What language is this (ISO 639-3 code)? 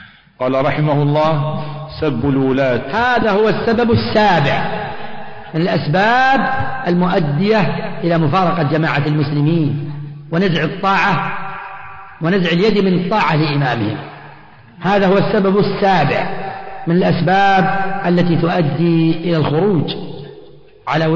ara